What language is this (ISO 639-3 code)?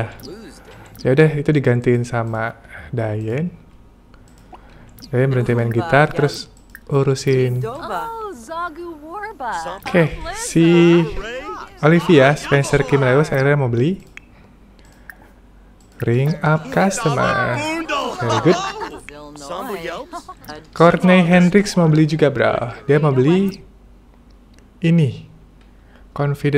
ind